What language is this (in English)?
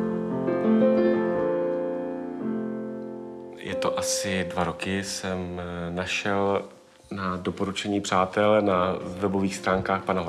Czech